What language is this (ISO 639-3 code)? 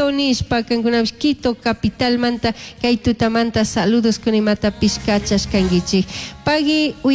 qug